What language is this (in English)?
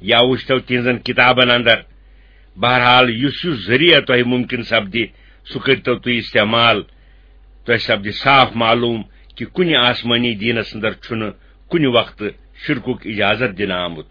Kashmiri